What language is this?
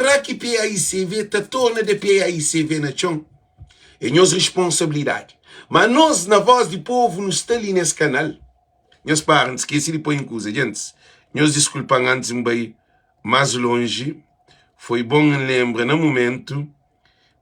Kabuverdianu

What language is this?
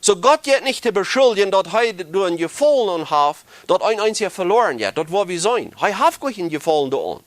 Plautdietsch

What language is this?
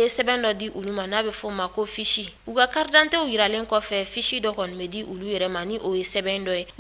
Bambara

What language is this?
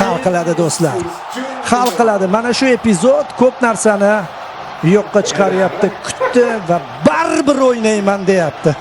Uzbek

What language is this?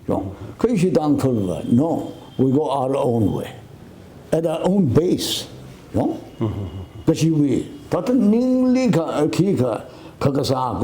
Tangkhul Naga (India)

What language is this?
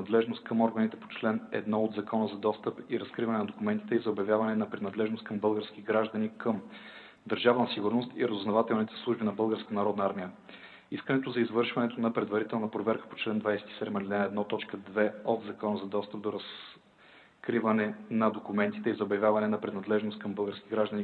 Bulgarian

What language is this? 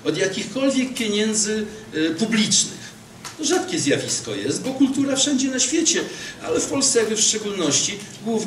Polish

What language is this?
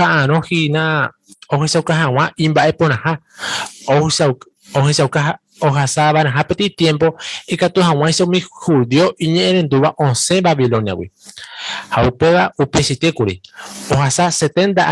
Guarani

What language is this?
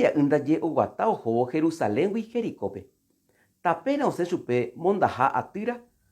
Guarani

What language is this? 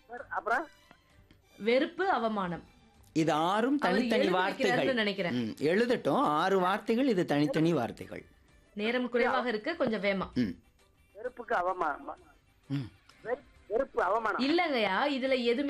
Tamil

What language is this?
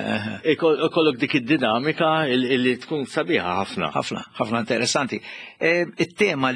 Maltese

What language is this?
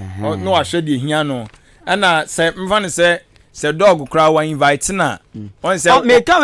Akan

